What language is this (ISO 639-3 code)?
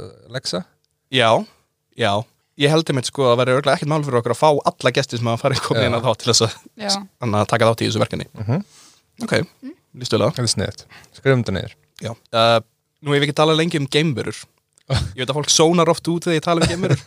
isl